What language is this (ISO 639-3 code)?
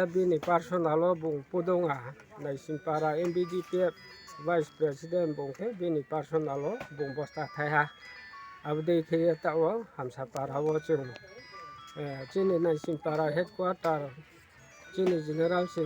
ria